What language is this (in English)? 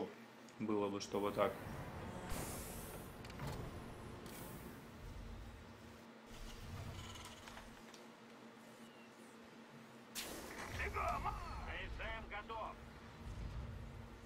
Russian